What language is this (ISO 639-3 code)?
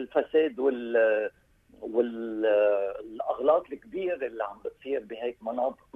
apc